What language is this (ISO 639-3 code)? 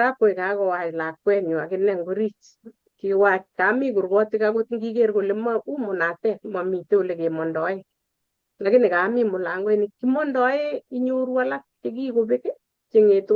kln